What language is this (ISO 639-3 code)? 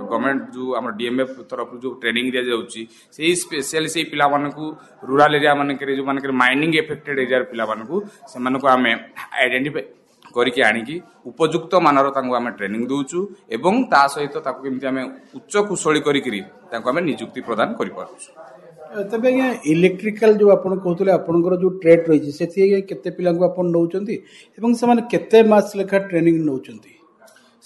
ori